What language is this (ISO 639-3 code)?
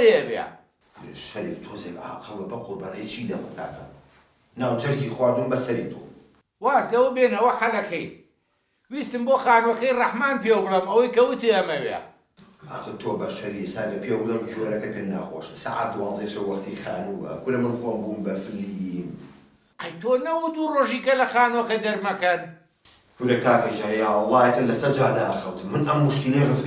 ckb